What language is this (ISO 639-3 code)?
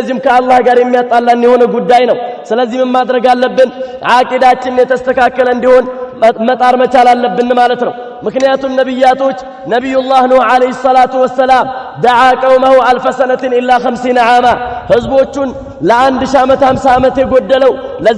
amh